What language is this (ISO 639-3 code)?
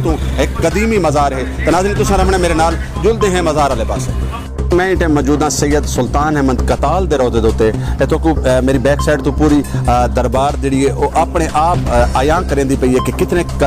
skr